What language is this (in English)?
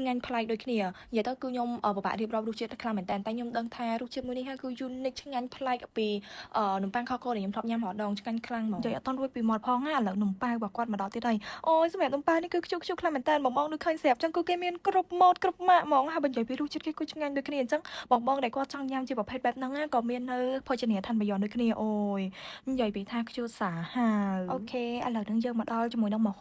Khmer